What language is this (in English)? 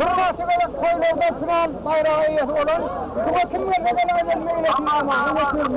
Turkmen